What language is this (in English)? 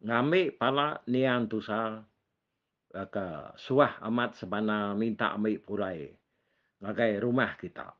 Iban